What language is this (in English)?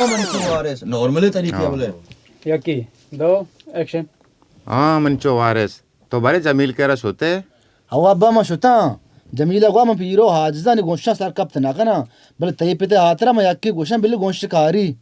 Baluchi